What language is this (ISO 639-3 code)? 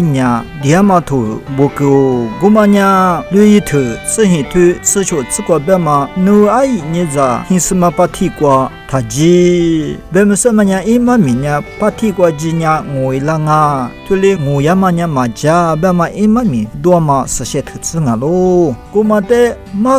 lis